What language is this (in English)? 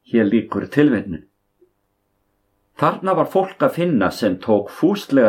Icelandic